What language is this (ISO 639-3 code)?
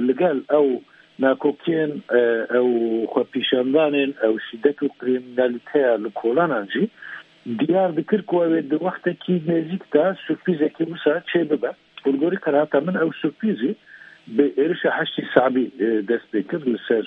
kur